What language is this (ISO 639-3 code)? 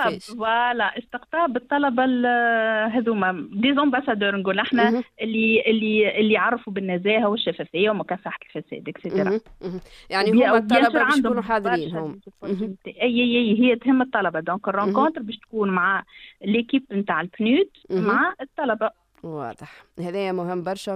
aeb